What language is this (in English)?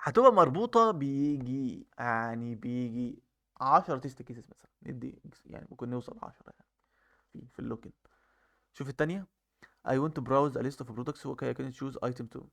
Egyptian Arabic